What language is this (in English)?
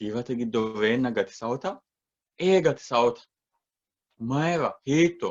Sidamo